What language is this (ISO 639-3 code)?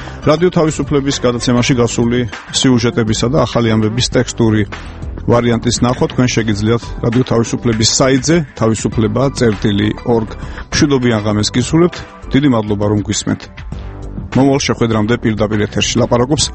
kat